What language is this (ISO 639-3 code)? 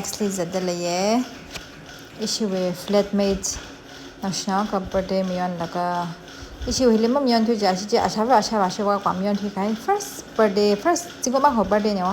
nmf